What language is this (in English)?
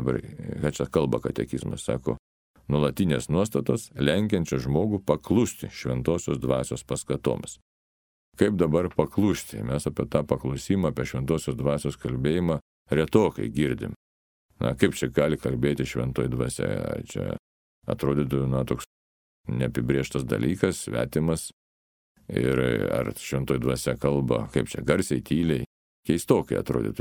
Lithuanian